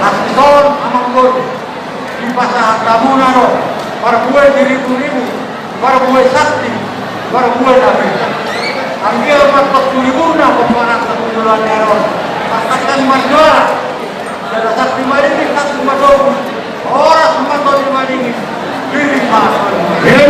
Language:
Batak Toba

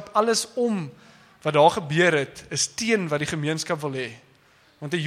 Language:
Afrikaans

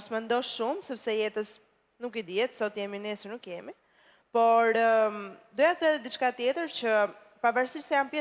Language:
Albanian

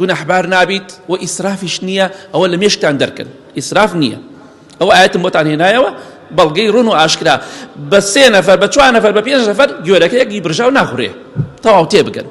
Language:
Central Kurdish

